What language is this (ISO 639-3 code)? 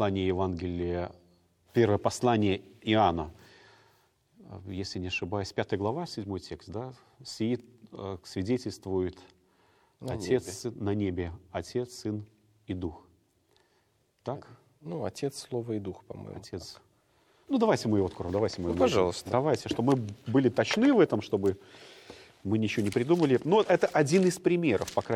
rus